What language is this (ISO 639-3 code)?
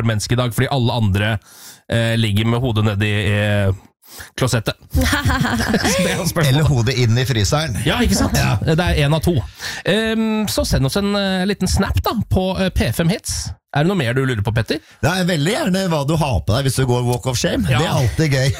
nor